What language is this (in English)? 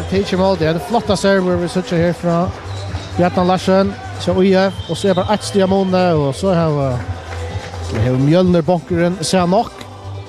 Faroese